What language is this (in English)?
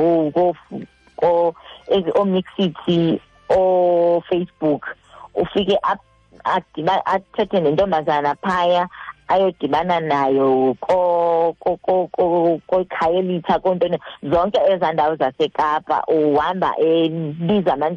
Xhosa